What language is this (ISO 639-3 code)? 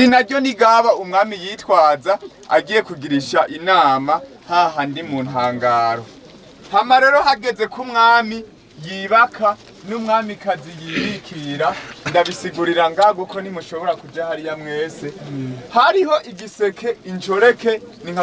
run